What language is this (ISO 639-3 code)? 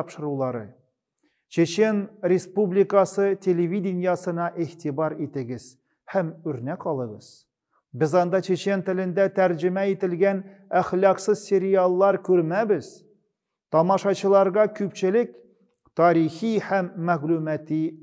tat